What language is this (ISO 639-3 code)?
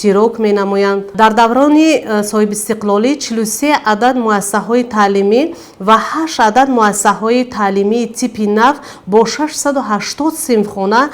tgk